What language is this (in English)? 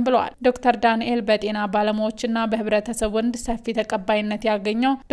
Amharic